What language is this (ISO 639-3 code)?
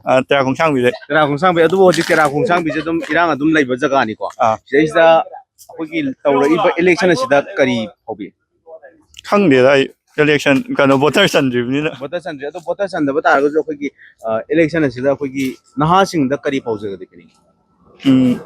mni